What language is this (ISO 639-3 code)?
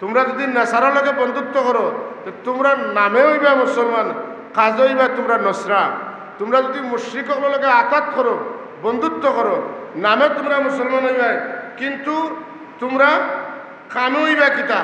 syl